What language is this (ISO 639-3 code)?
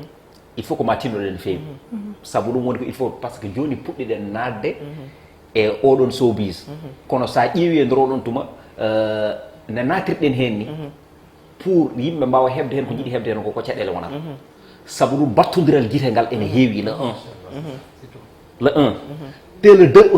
ful